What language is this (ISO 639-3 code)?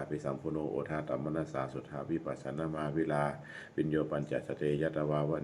pli